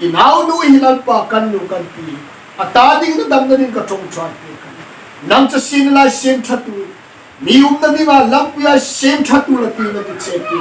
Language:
Hmar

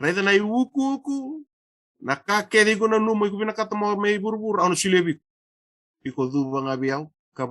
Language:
Fijian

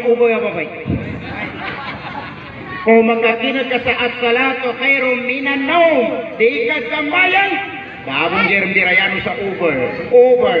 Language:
Maguindanaon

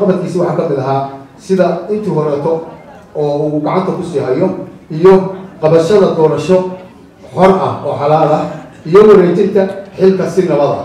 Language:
Somali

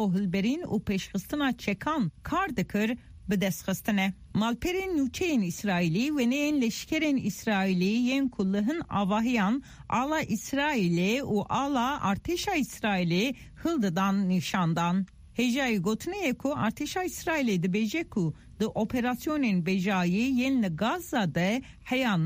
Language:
Kurdish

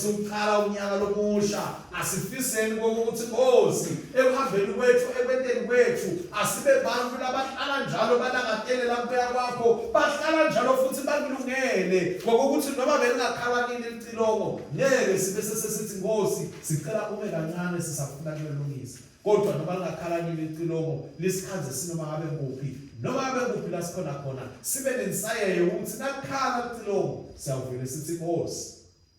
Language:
Swati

